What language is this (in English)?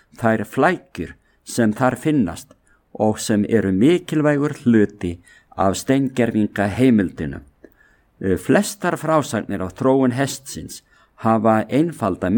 Icelandic